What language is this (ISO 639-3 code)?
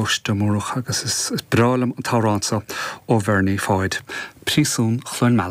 gle